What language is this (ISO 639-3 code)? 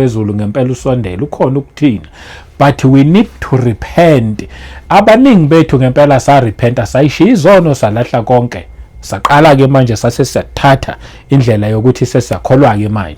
zul